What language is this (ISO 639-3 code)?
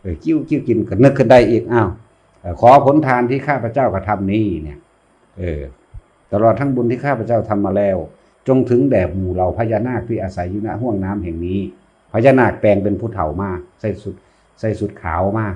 tts